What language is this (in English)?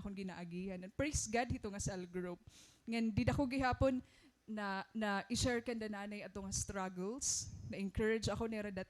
Waray